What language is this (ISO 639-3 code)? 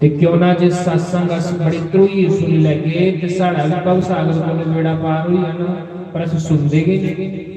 doi